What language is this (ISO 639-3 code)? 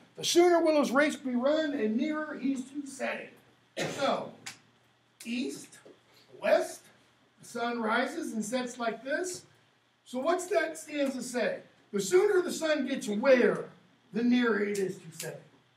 eng